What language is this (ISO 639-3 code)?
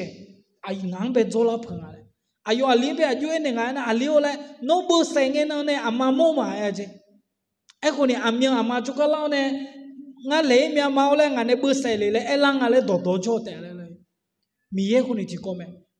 ahk